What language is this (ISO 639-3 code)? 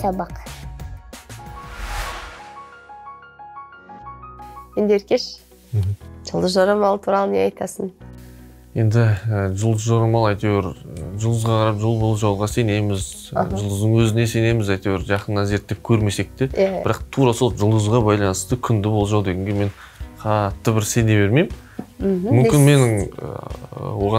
kaz